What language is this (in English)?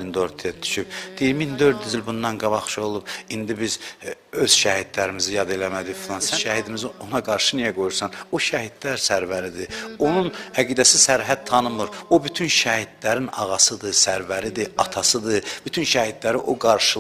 Azerbaijani